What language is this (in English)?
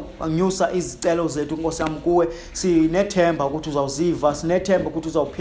Xhosa